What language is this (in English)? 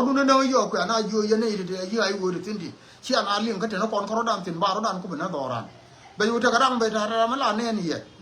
Nuer